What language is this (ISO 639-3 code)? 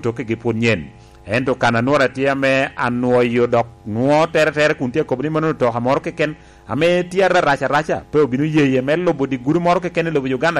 laj